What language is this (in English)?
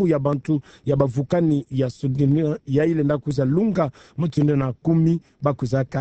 Kituba (Democratic Republic of Congo)